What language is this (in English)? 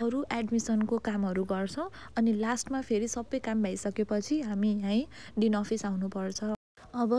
Nepali